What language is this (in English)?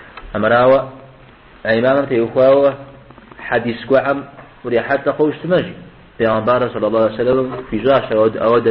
Kabardian